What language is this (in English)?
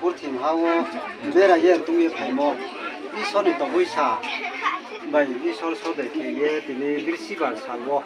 Riang (India)